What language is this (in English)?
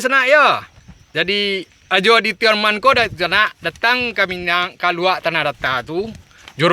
Minangkabau